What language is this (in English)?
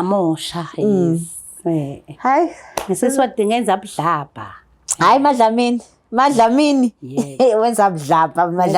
Zulu